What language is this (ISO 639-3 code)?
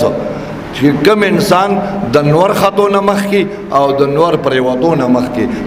pus